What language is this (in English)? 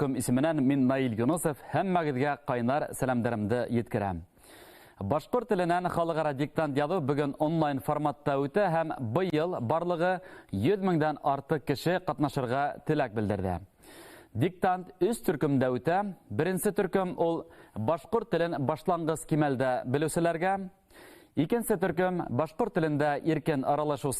Bashkir